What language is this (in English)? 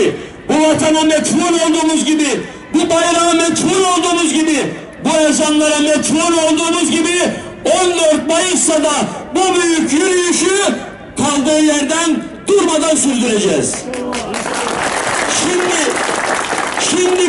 Turkish